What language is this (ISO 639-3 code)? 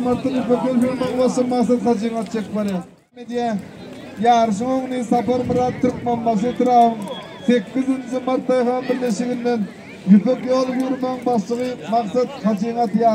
tuk